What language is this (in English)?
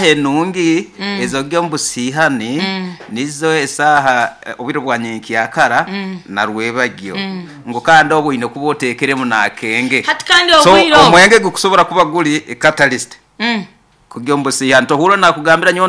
Nyankole